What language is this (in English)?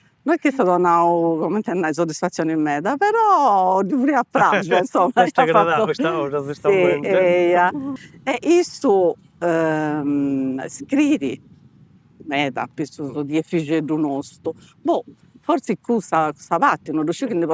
Sardinian